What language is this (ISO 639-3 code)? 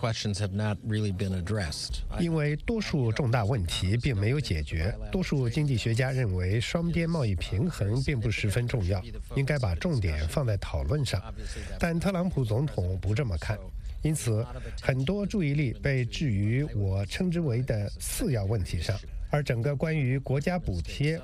zho